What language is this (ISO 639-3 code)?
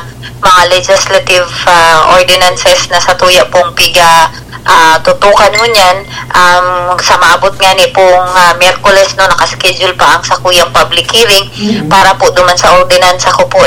bik